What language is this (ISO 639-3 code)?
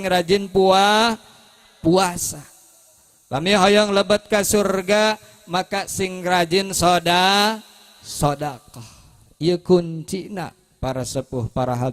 sun